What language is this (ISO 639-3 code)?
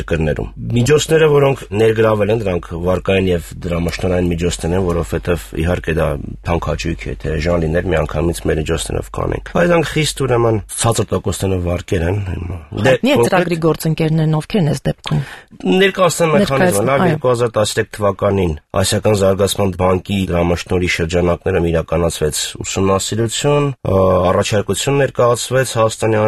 hye